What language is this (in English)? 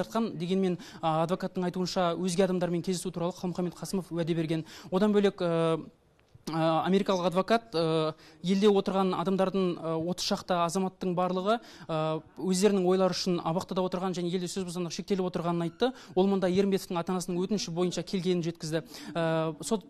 Kazakh